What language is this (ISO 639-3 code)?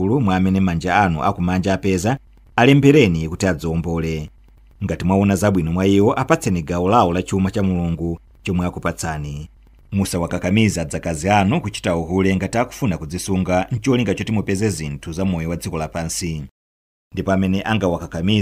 nya